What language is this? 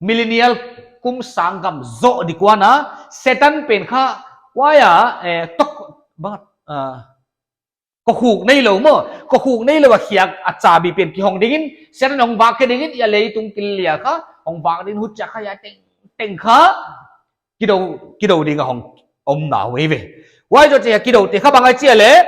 Paite Chin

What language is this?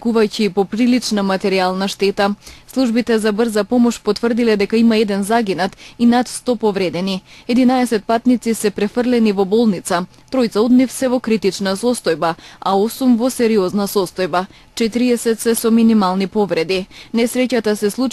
Macedonian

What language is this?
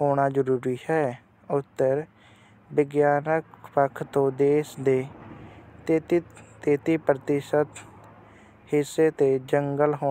Punjabi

